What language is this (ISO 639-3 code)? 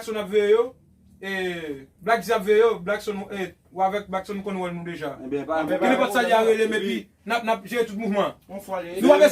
hat